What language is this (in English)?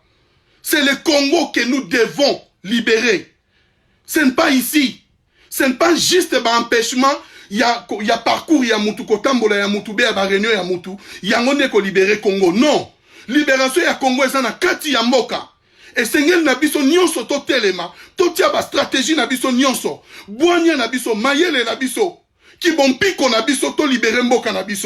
Lingala